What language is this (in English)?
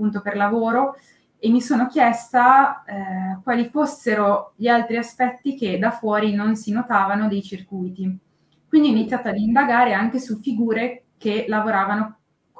Italian